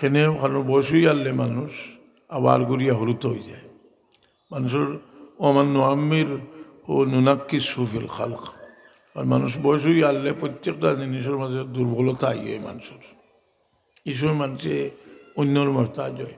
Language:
Sylheti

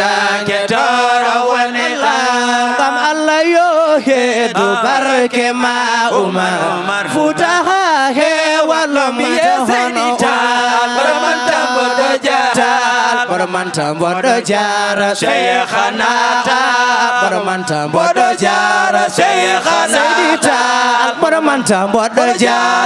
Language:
Fula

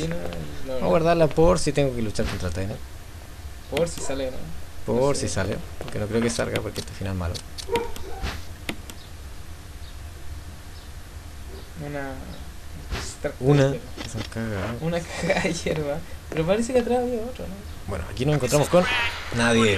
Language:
Spanish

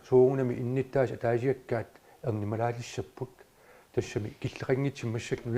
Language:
Kalaallisut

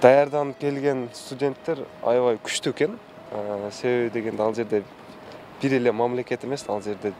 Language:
Kyrgyz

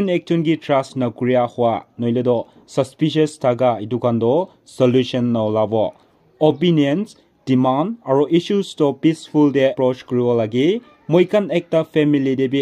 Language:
Naga Pidgin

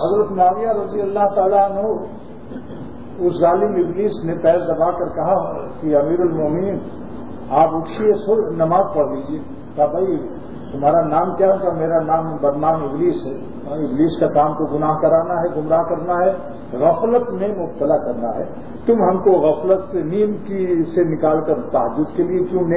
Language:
Urdu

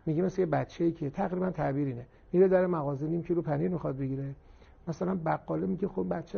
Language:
Persian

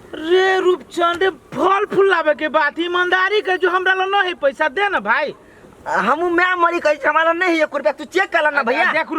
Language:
Maithili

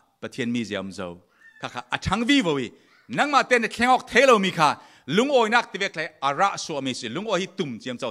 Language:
Falam Chin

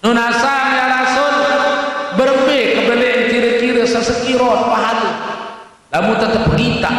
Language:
Sasak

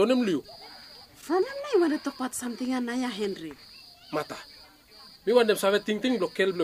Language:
Bislama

